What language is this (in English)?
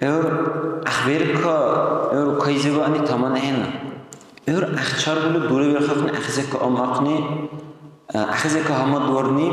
Dargwa